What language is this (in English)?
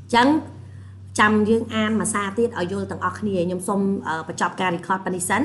Khmer